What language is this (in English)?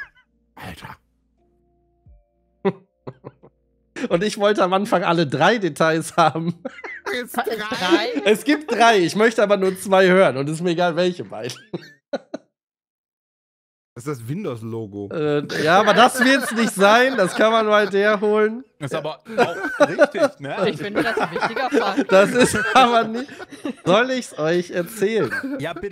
German